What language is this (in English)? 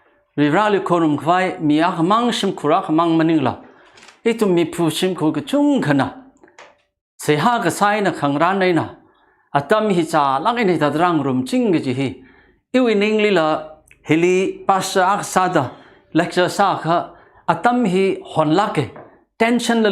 Tangkhul Naga (India)